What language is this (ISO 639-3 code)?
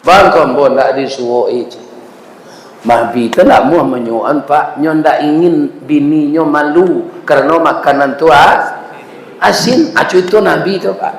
min